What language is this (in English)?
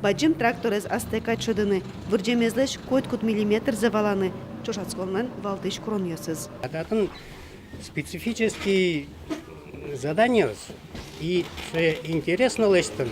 Udmurt